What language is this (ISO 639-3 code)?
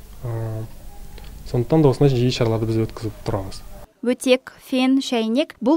kaz